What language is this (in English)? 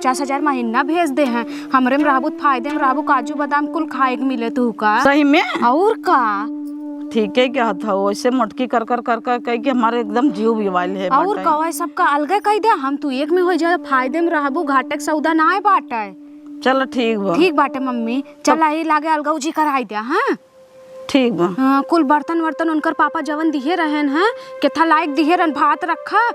Awadhi